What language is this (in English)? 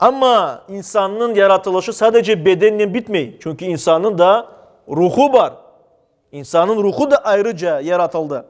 Crimean Tatar